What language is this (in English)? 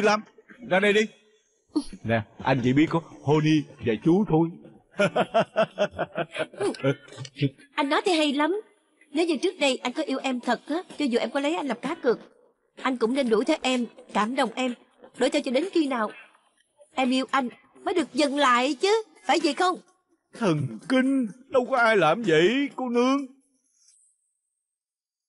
Vietnamese